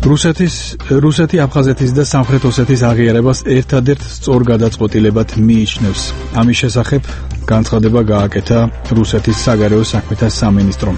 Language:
Georgian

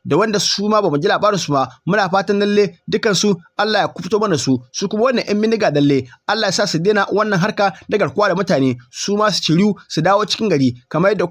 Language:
Hausa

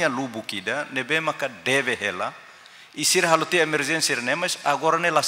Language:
Tetum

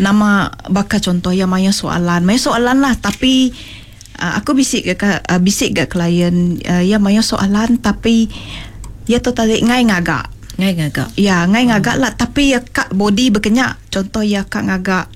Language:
Iban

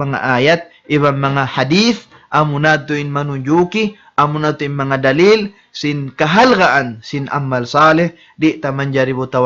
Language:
Tausug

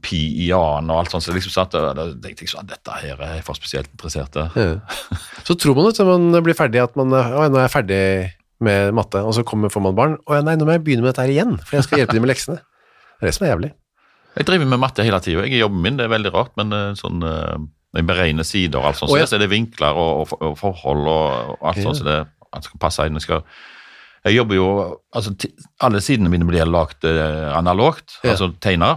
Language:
Norwegian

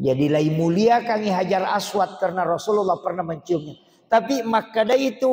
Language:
Buginese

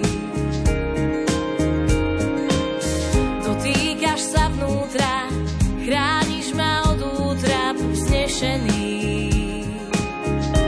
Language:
Slovak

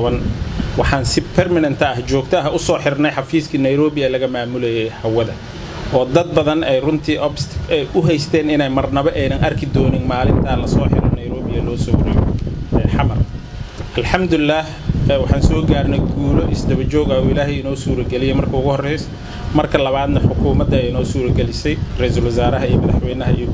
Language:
Somali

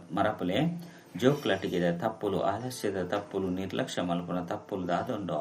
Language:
Tulu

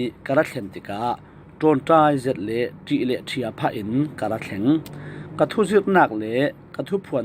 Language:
Falam Chin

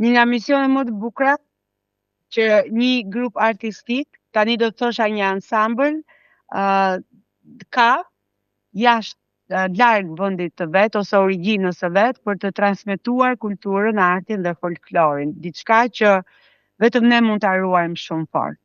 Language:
Albanian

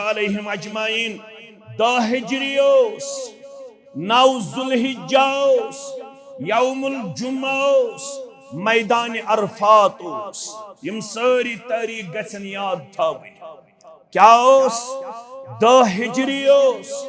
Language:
Kashmiri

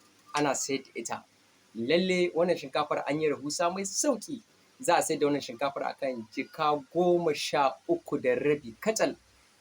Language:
Hausa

